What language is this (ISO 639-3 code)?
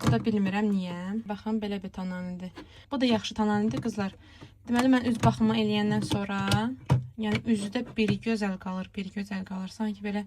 aze